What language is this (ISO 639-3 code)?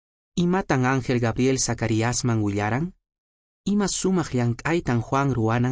que